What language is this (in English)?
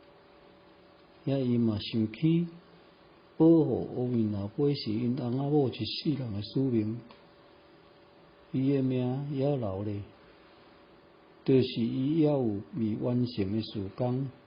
Min Nan Chinese